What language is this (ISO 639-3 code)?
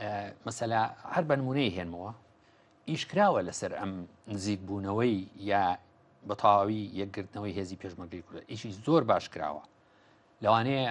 ckb